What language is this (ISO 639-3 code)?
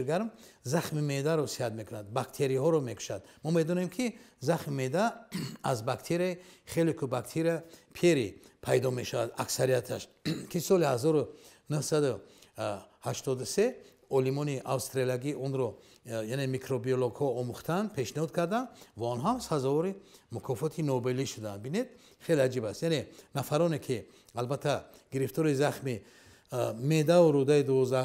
tgk